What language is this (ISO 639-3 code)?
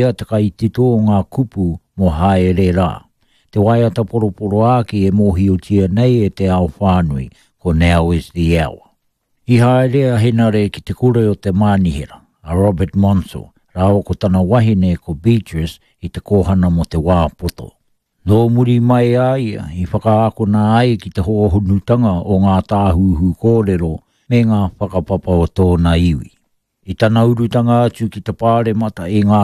mri